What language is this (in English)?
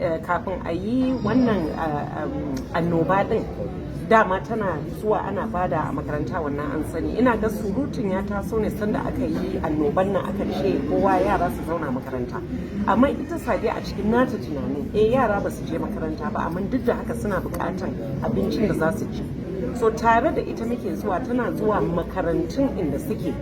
Hausa